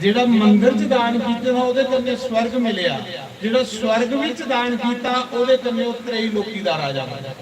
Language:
Dogri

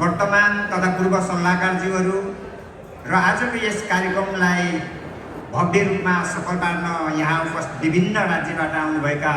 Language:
Nepali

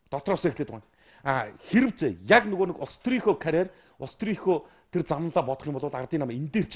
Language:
Mongolian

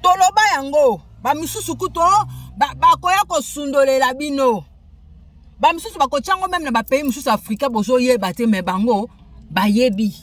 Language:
Lingala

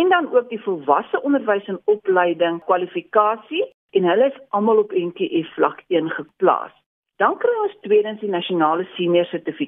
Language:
Afrikaans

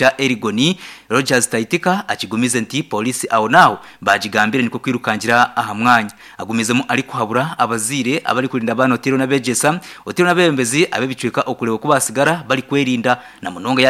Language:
Nyankole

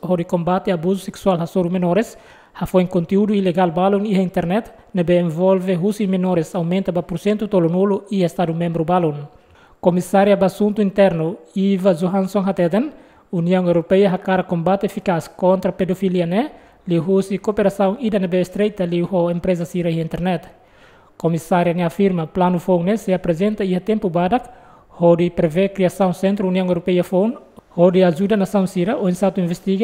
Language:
Tetum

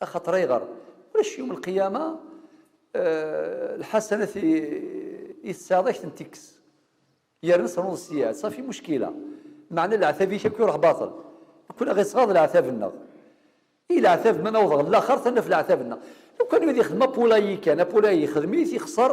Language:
Kabyle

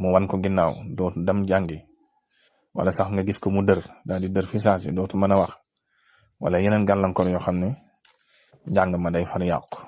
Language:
Wolof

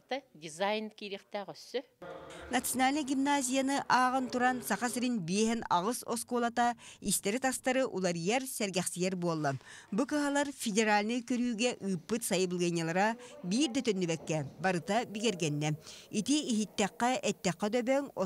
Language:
Yakut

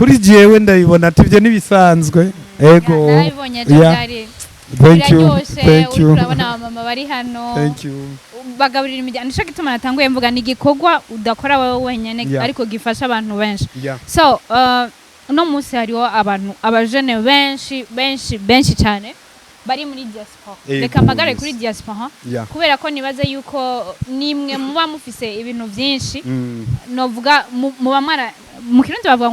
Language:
Rundi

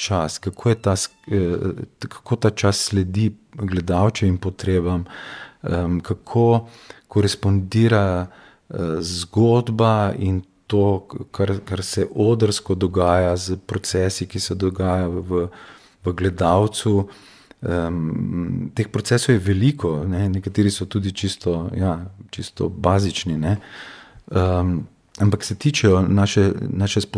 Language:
Slovenian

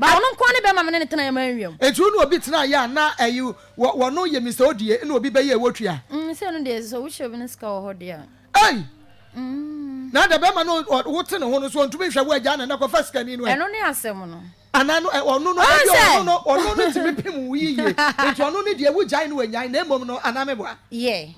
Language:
Akan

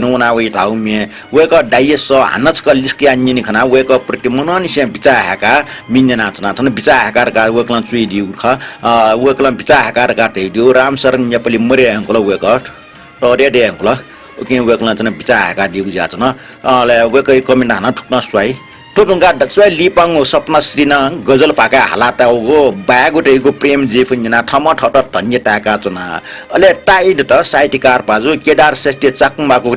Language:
Newari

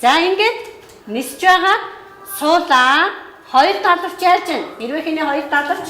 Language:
Mongolian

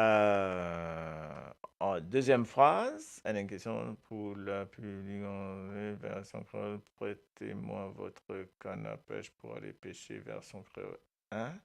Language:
Morisyen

